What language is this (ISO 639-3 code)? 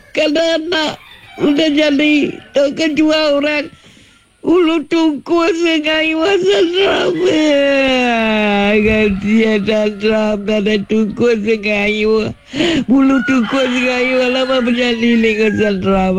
msa